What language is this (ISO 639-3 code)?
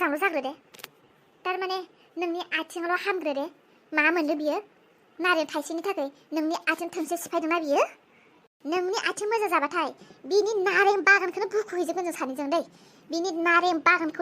brx